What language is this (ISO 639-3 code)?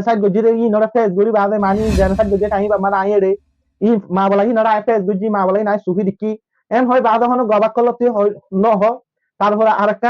rhg